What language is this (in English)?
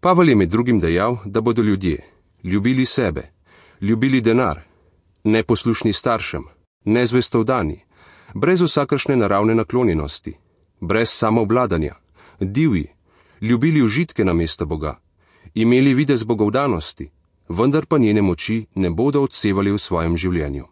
Slovenian